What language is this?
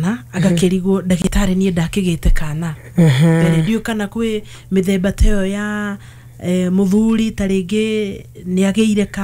Kikuyu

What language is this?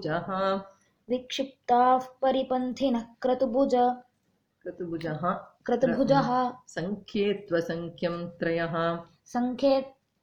Sanskrit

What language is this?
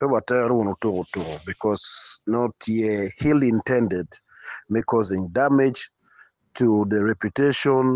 Acoli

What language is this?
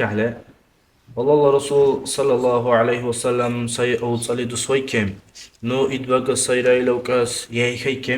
Dargwa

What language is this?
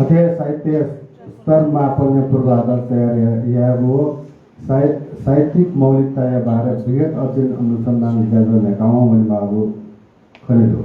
Newari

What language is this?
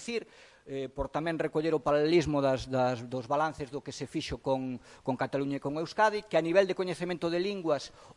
Galician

